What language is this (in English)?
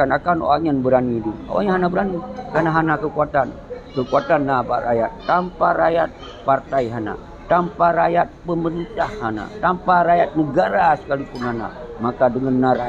Achinese